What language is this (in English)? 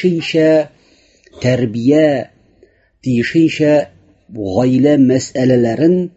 Tatar